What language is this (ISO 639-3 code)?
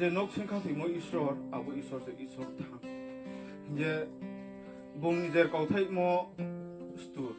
ria